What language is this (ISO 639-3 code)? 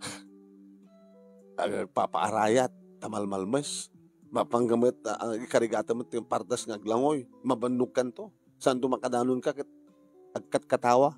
ilo